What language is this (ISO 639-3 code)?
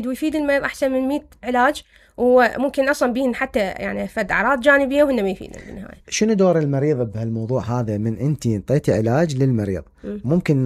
acm